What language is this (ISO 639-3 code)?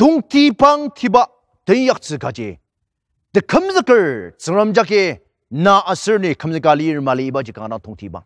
njo